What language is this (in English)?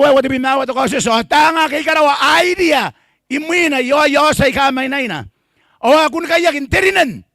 Gilbertese